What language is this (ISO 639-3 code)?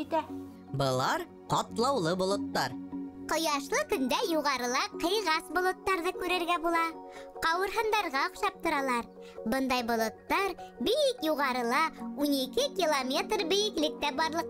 bak